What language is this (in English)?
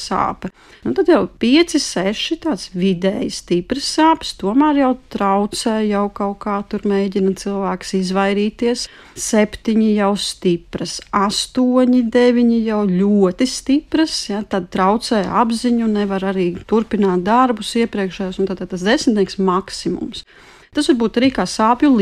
Latvian